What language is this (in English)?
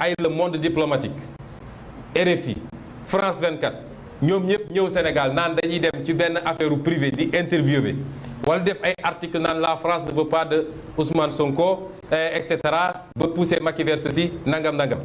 Wolof